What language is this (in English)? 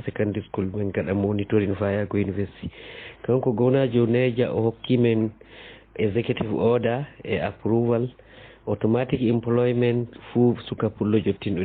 Fula